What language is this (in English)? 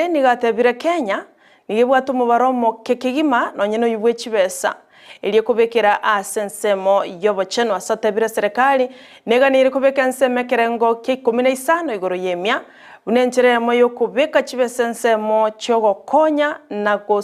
Gusii